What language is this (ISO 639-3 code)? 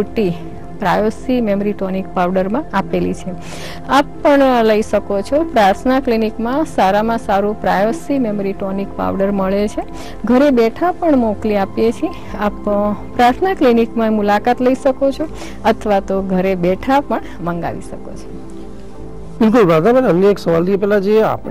guj